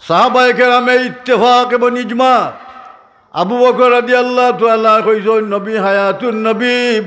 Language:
Sylheti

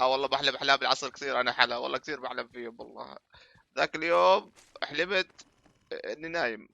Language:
North Levantine Arabic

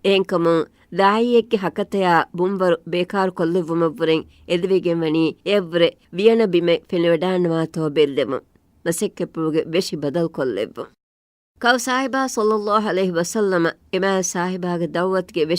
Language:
Divehi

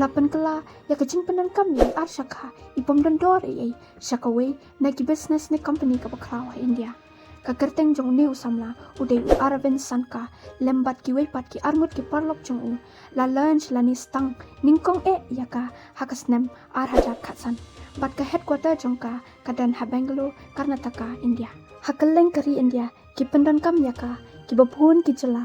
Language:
Khasi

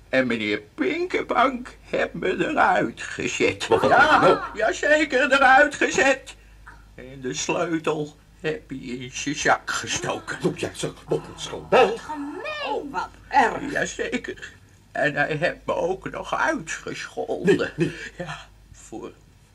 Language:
Dutch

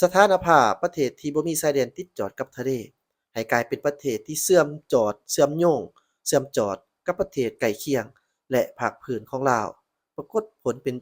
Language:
Lao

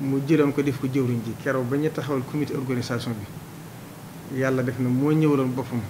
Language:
Wolof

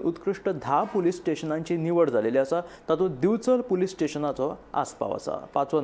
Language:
Konkani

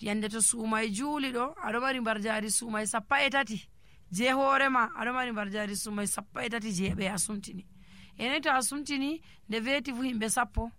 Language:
Nigerian Fulfulde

